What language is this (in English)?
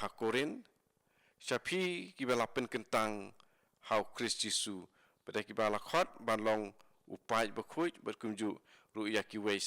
Khasi